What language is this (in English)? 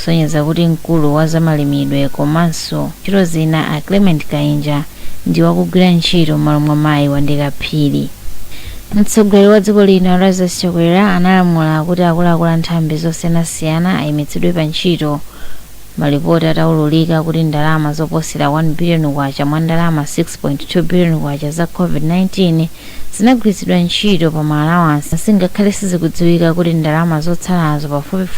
Nyanja